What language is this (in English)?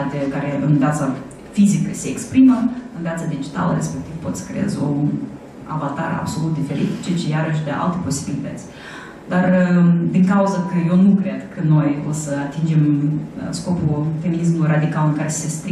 Romanian